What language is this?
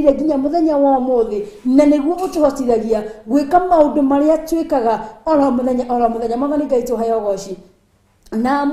Kikuyu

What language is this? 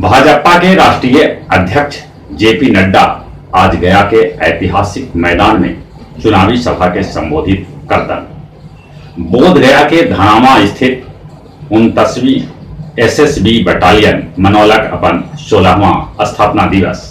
Magahi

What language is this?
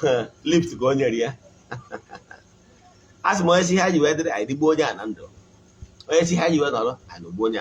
Igbo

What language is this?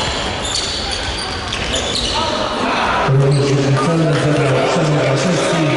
Polish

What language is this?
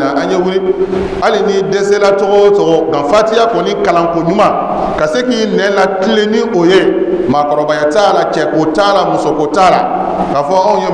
Bambara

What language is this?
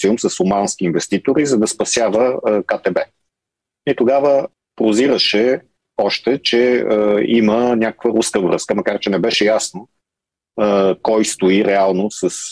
Bulgarian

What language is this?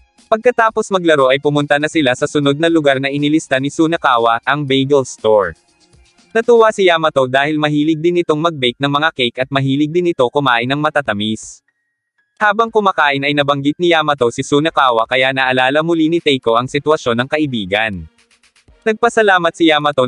Filipino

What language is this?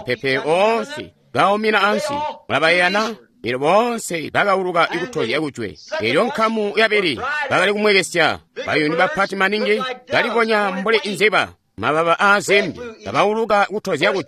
Tonga (Zambia)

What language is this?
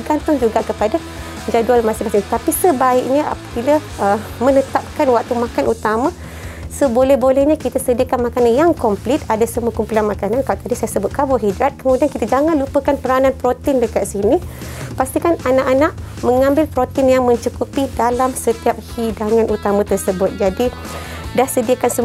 Malay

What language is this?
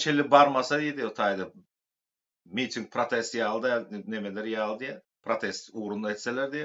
Turkmen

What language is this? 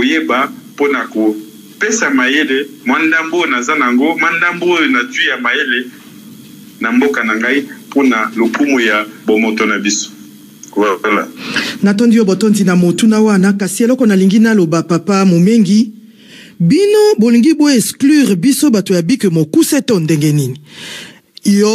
Lingala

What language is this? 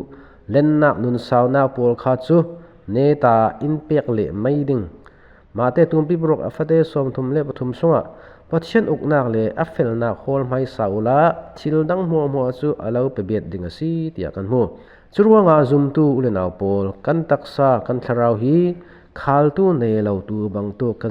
Falam Chin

